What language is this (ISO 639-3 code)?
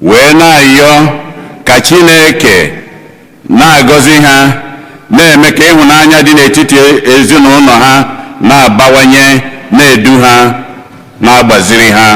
ibo